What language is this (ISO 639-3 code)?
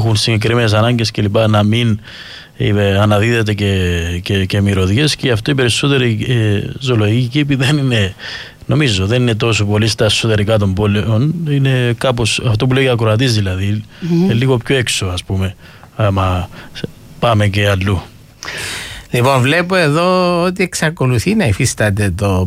ell